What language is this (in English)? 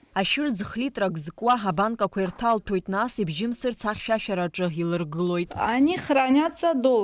Abkhazian